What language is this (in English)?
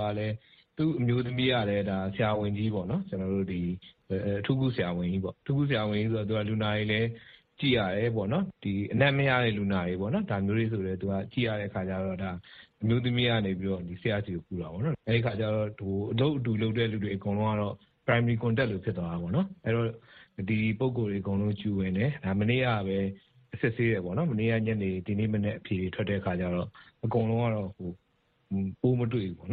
Burmese